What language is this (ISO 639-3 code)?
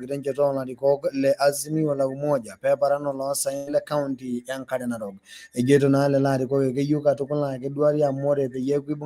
mas